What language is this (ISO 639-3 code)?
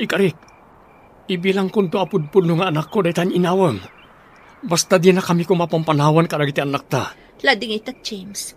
ilo